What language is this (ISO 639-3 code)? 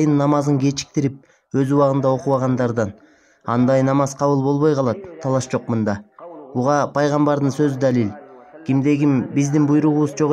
kir